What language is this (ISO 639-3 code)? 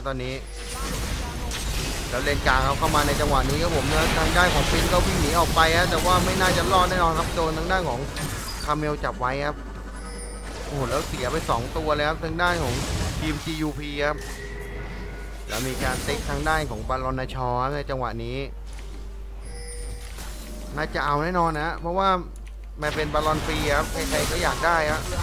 tha